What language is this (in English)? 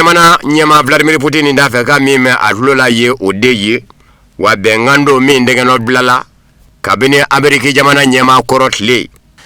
Bambara